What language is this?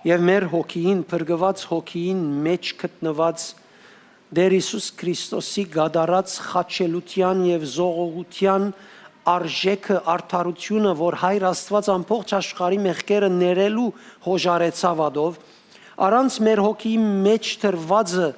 Western Armenian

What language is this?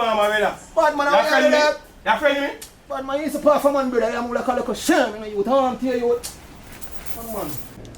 Jamaican Creole English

